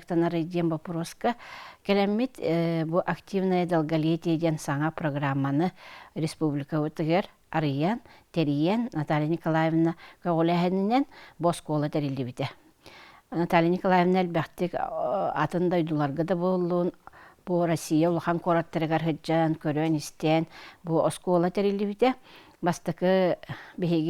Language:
Yakut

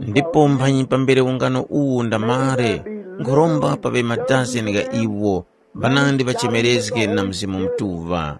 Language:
Tumbuka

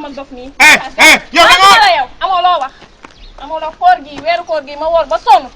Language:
Wolof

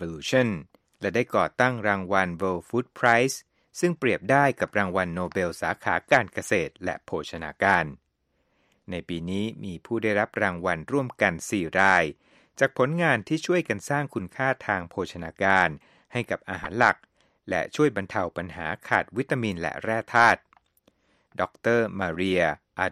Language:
Thai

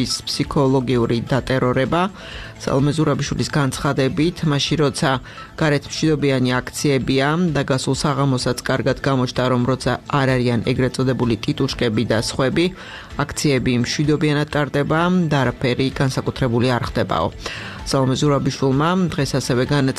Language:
Georgian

